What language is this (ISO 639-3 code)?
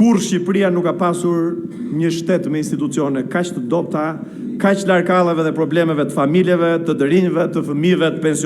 sqi